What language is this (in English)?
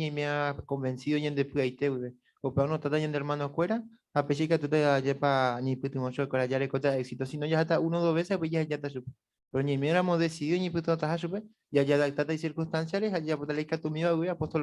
Guarani